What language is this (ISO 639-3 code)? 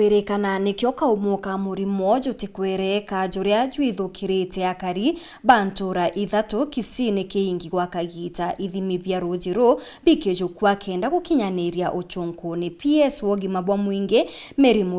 mer